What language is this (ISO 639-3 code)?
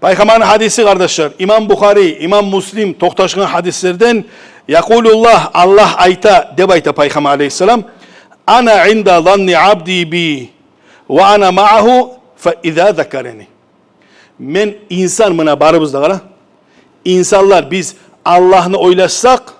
kum